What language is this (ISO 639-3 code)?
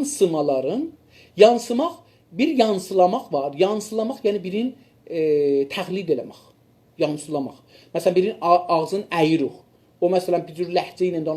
azb